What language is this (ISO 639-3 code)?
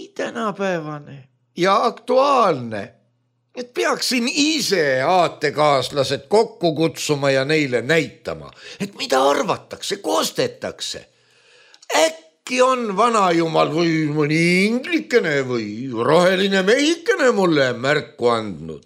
est